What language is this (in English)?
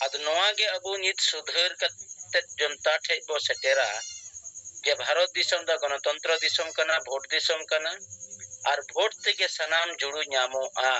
Santali